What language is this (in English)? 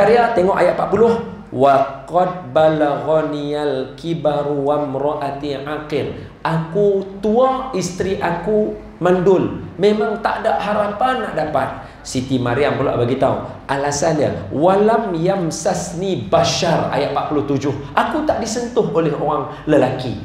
Malay